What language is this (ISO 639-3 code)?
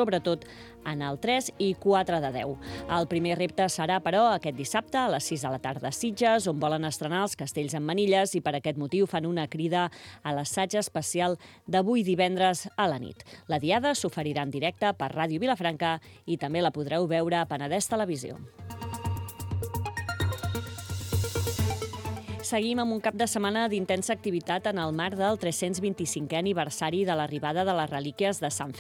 cat